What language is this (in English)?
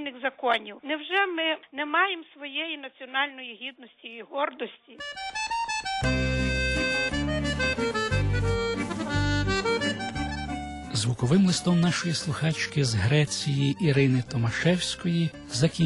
Ukrainian